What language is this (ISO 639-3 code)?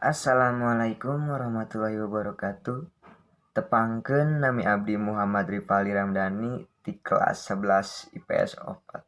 sun